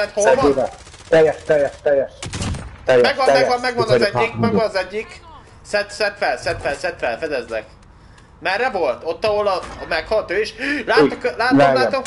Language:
Hungarian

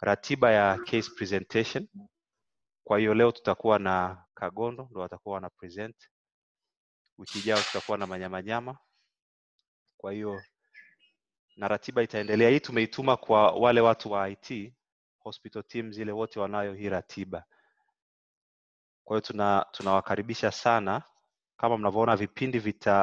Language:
Swahili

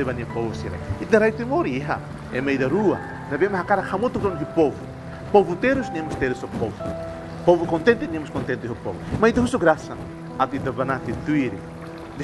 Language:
Tetum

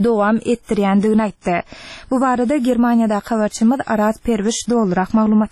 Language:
Turkmen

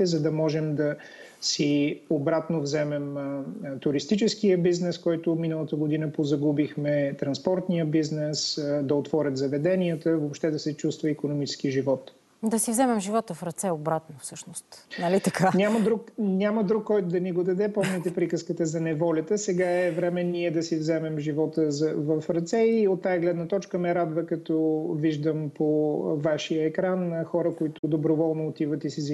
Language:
Bulgarian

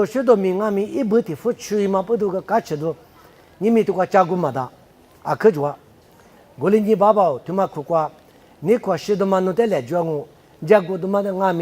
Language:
Lisu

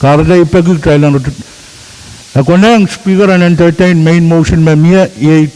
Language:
Pohnpeian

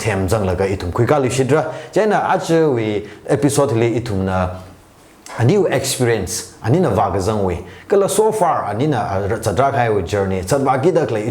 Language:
Tangkhul Naga (India)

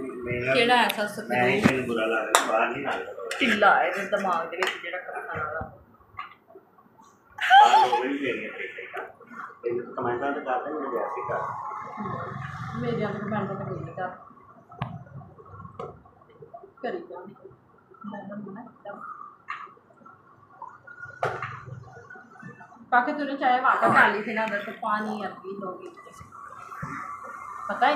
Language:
Punjabi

